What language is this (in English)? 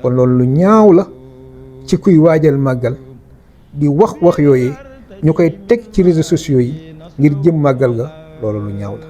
Wolof